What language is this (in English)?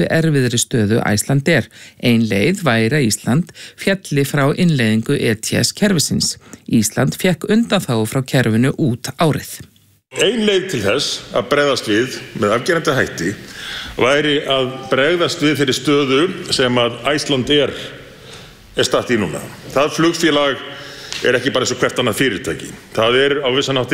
Icelandic